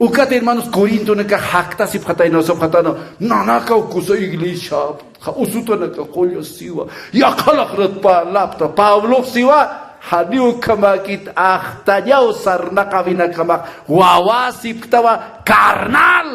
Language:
Aymara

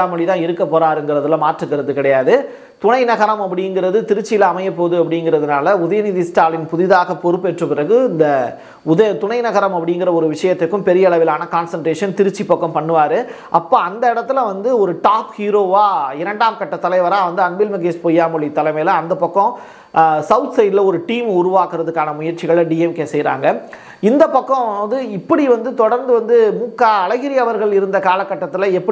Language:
Tamil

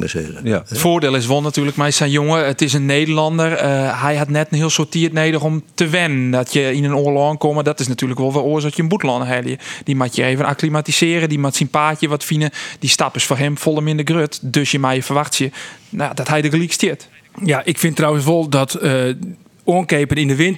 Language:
Western Frisian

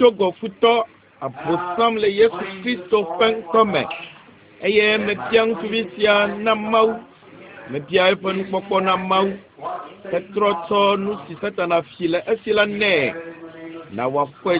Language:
Ewe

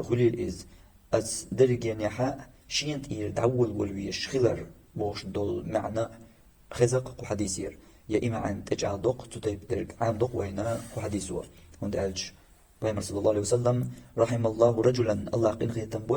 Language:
Chechen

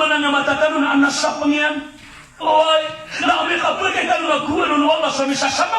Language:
Maranao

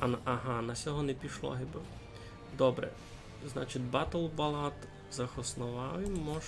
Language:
Rusyn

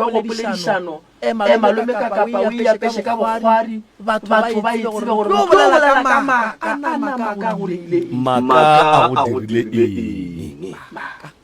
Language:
Northern Sotho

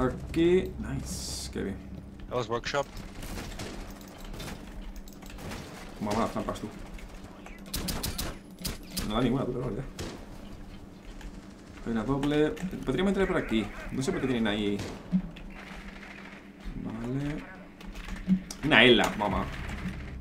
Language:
Spanish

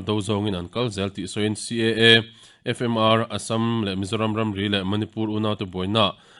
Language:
Mizo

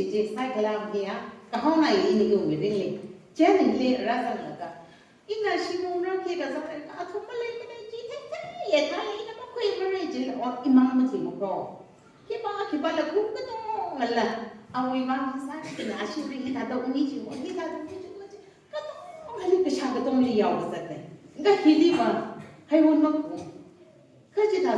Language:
Tangkhul Naga (India)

